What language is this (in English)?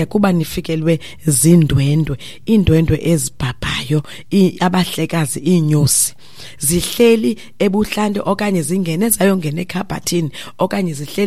Xhosa